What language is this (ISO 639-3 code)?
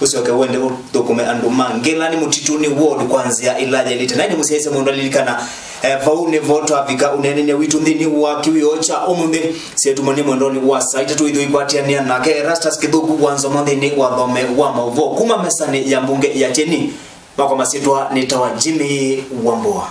kam